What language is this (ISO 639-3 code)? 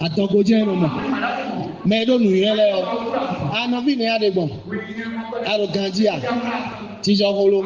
fon